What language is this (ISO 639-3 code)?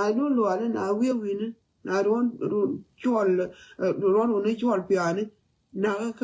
nus